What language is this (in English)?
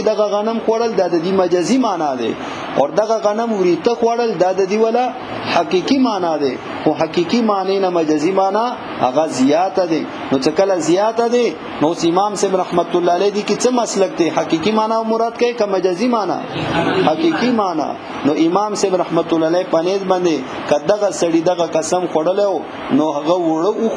Pashto